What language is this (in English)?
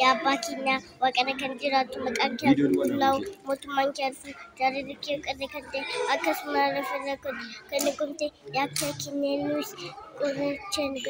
Oromo